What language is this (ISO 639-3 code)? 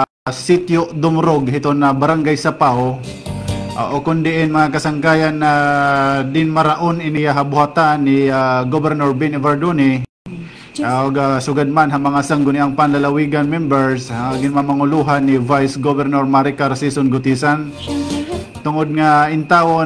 war